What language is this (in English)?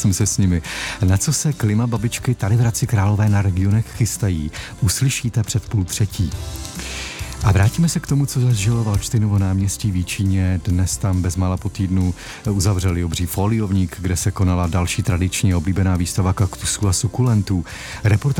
Czech